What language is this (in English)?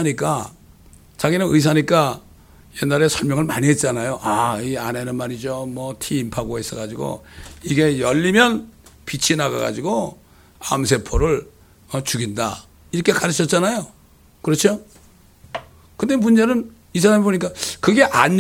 Korean